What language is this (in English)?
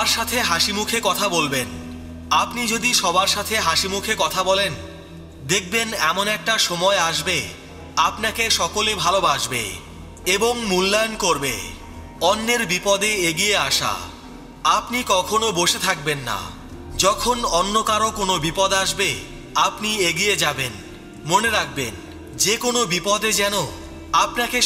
Bangla